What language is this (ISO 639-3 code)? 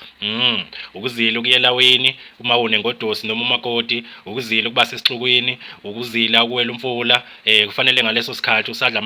zul